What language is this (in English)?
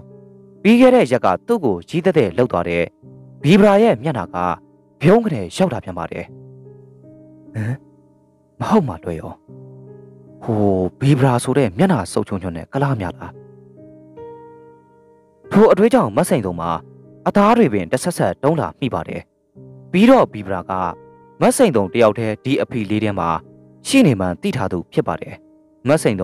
Burmese